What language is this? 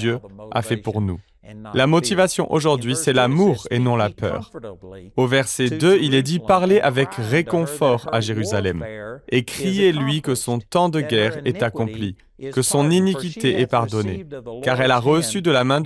French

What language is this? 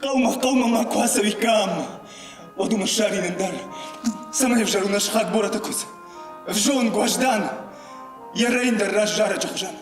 Ossetic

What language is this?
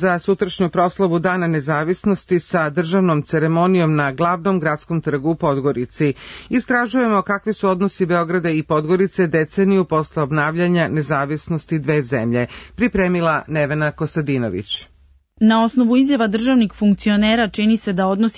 Serbian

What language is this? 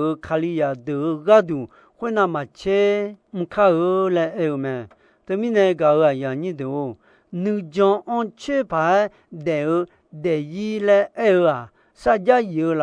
Akha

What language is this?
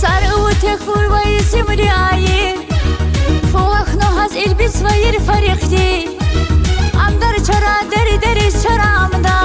Tabassaran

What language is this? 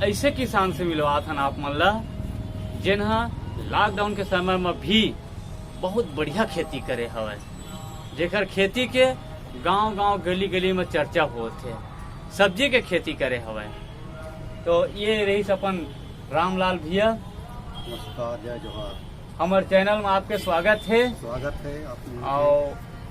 Chhattisgarhi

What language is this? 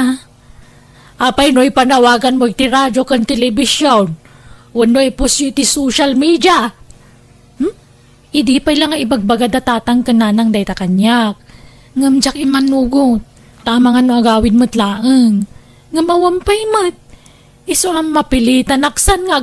Iloko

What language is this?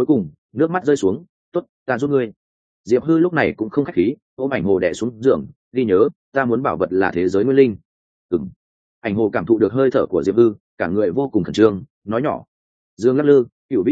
Vietnamese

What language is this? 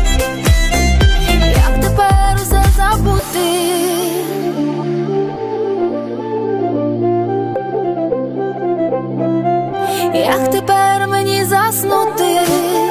Ukrainian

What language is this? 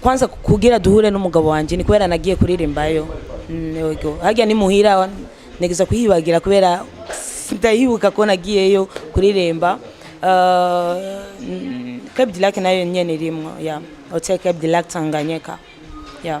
Rundi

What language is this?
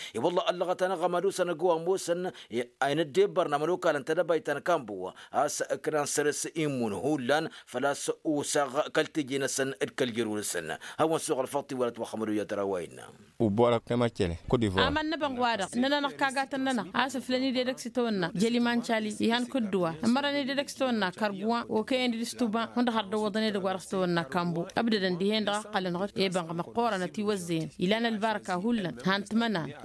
Tamasheq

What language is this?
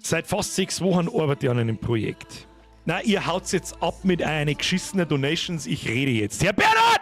Bavarian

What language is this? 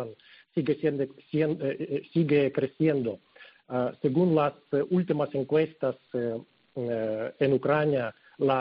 Spanish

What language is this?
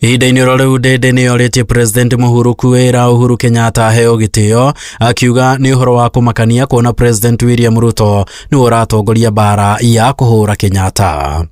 Kikuyu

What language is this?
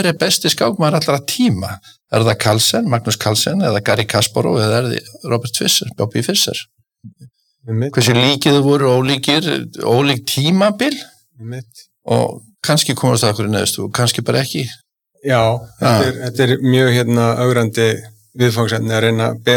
Icelandic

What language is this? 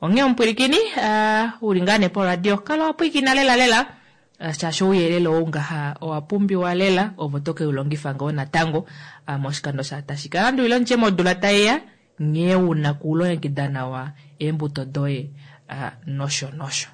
Kuanyama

